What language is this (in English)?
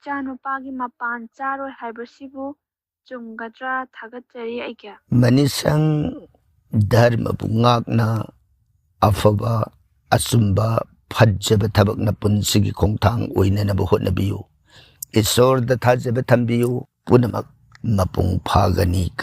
Manipuri